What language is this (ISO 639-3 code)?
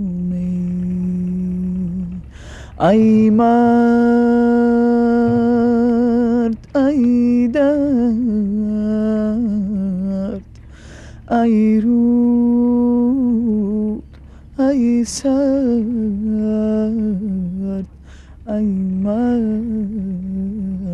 tgk